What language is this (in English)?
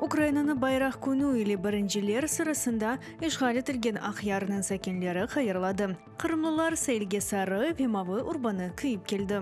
Crimean Tatar